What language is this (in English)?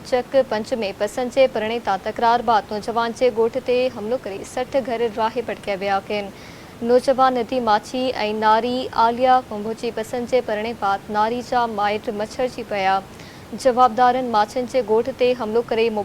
Sindhi